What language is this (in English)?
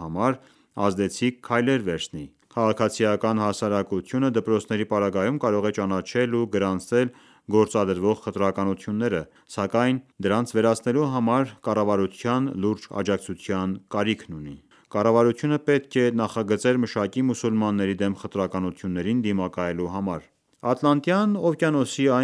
Armenian